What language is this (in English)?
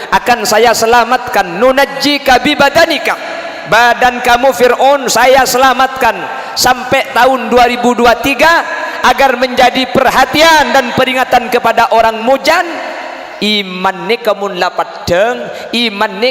Madurese